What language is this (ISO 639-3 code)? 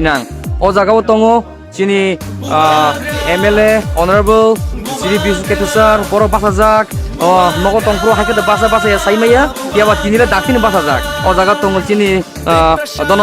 trp